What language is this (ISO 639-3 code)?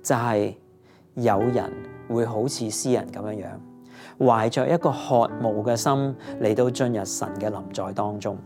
yue